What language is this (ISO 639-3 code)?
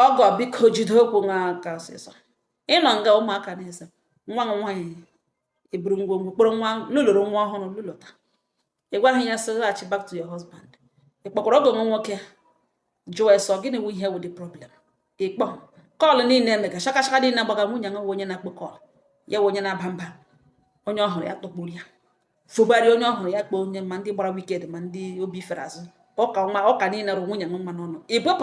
ibo